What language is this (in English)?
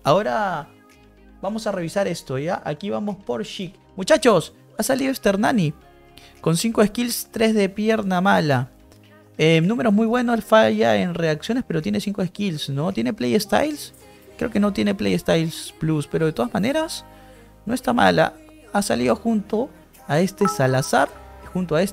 Spanish